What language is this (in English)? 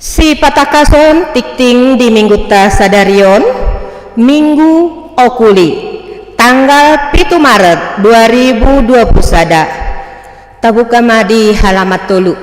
Batak Toba